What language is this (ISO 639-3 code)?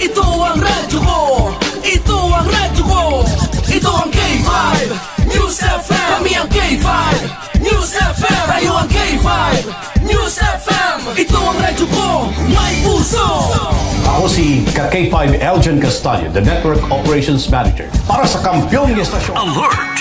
hil